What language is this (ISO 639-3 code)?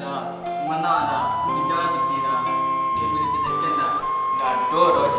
min